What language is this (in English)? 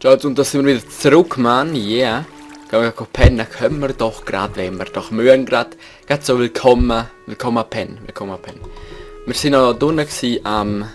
Swiss German